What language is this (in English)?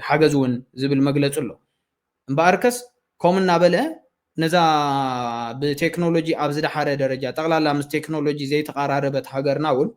Tigrinya